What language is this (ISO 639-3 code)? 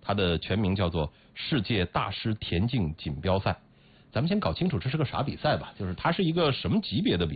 zho